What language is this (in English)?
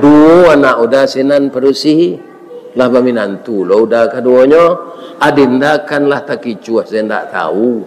Minangkabau